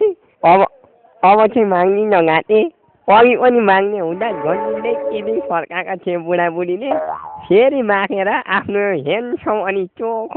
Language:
Nepali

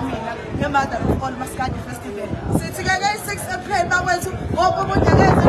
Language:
Zulu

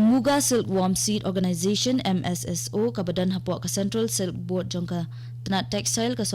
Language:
Khasi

